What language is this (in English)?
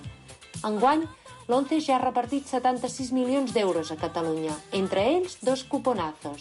Catalan